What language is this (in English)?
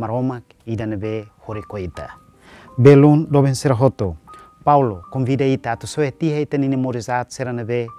Tetum